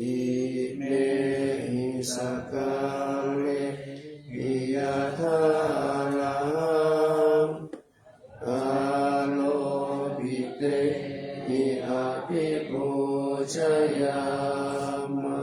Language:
Pali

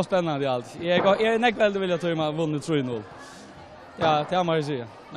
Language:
Faroese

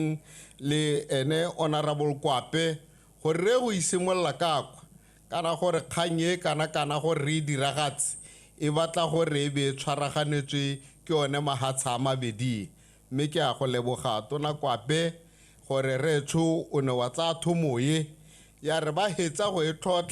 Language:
Tswana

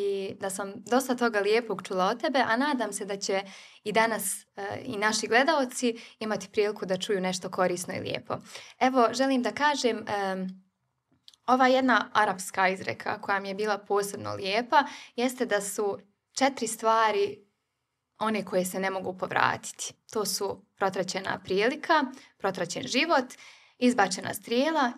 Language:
Bosnian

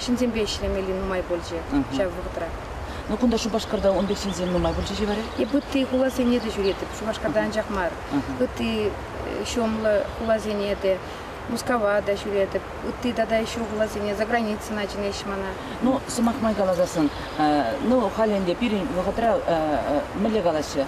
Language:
Chuvash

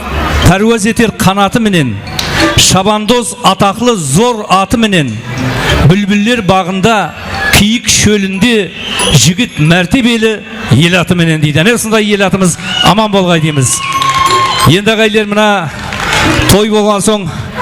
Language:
Kara-Kalpak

